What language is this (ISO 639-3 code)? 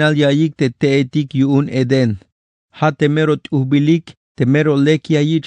tzh